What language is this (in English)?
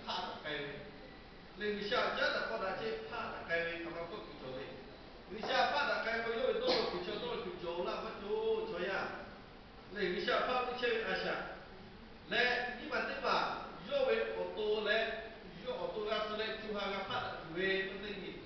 Lahu